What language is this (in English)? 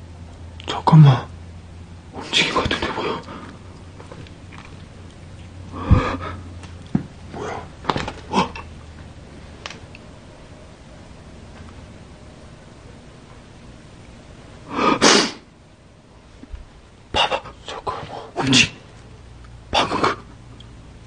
Korean